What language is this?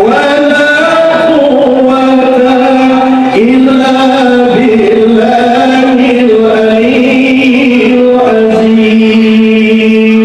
Minangkabau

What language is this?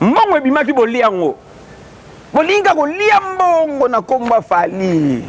Lingala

